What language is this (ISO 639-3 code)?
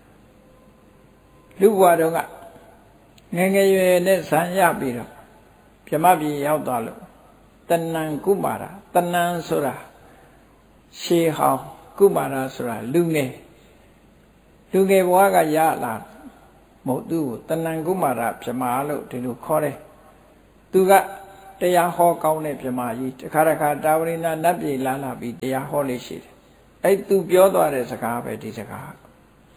mya